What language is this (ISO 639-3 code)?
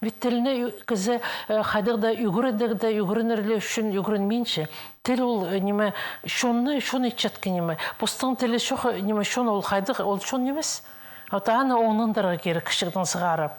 kjh